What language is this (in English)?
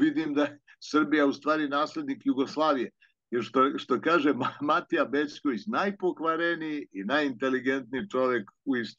Serbian